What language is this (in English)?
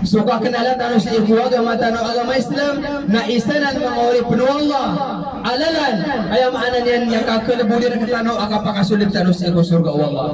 Maranao